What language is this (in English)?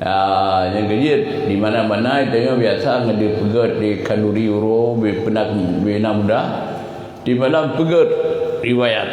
Achinese